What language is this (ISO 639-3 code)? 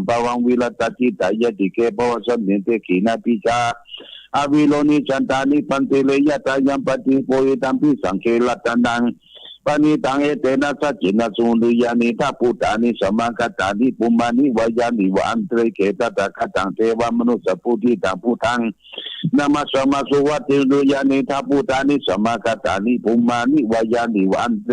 pli